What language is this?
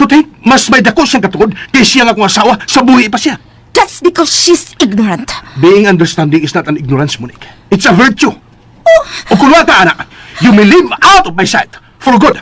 Cebuano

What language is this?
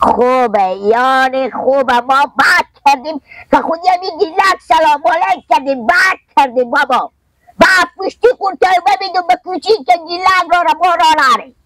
Persian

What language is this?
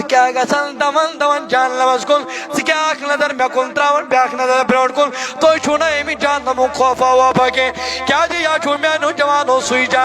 Kashmiri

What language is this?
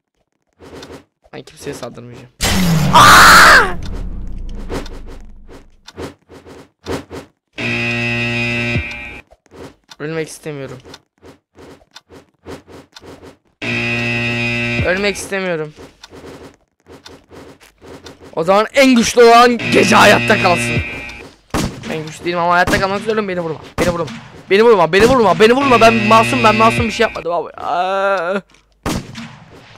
Turkish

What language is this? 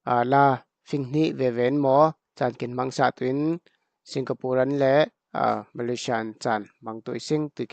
Falam Chin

